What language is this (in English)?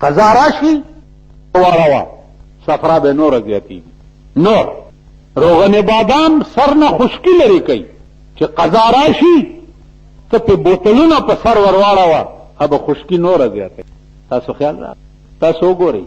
Pashto